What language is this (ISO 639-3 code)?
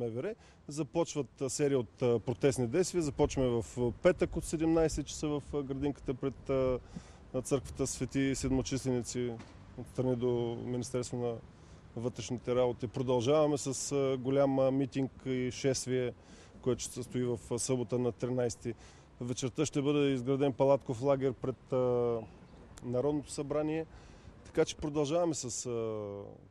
bul